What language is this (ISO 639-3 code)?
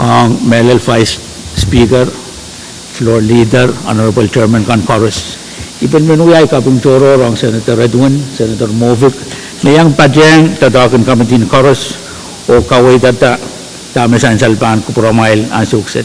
pon